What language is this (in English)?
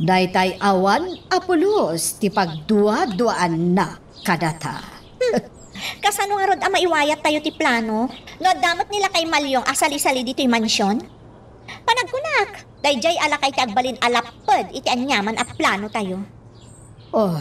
Iloko